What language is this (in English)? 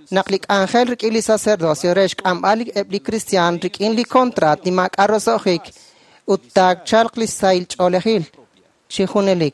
Kekchí